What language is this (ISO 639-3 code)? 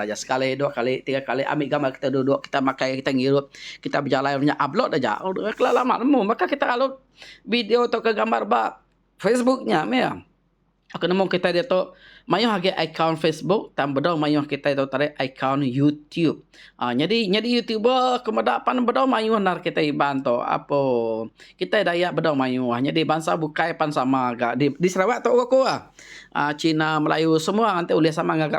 iba